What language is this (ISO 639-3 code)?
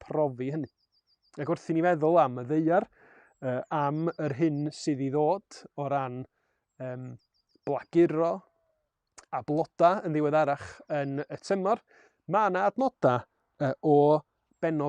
cym